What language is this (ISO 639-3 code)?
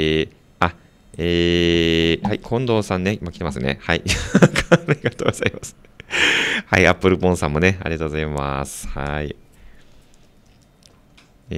jpn